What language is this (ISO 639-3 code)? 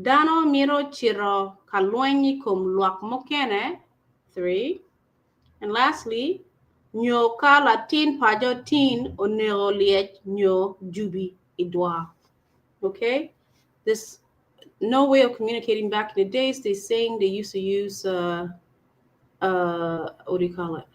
ach